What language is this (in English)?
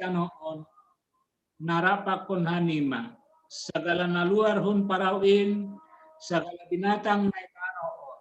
Batak Simalungun